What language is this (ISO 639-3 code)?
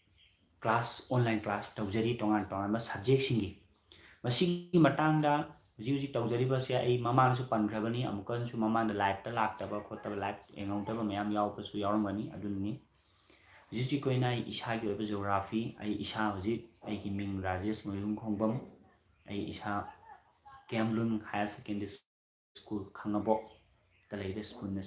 mni